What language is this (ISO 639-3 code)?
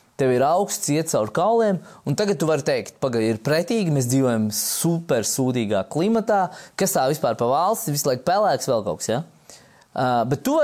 lav